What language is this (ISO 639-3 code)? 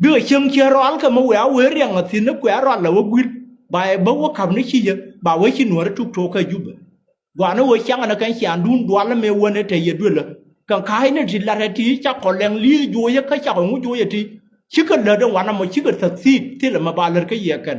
nus